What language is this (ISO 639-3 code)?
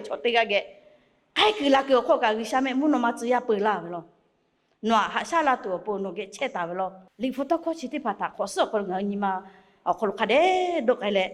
lhu